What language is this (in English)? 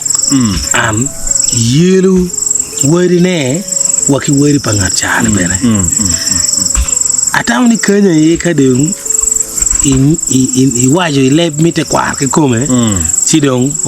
Acoli